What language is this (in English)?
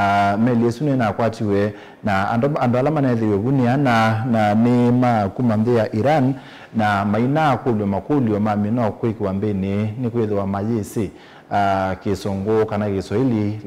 Kamba